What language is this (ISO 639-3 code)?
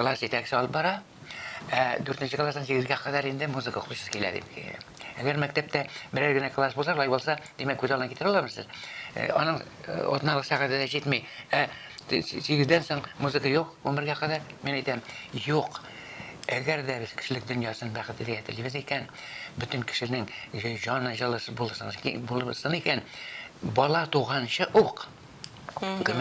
tat